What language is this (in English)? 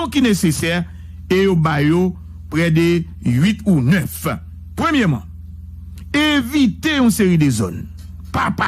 Haitian Creole